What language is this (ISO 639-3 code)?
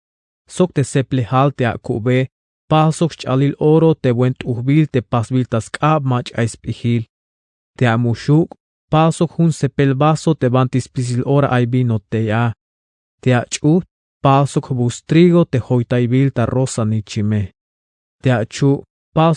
tzh